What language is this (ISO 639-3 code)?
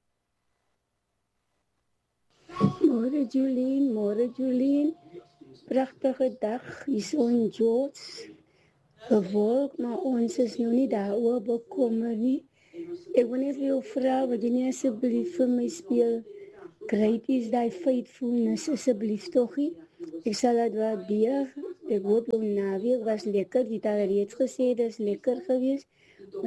afr